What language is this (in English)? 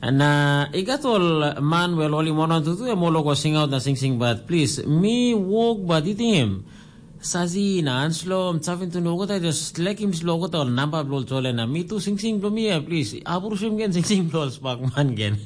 Tok Pisin